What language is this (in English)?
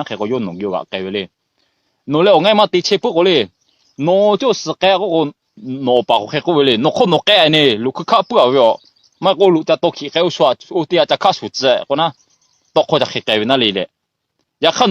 Lahu